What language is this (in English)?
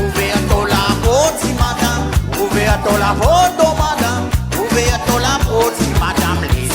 Réunion Creole French